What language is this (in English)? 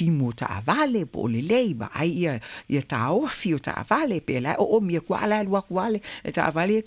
Samoan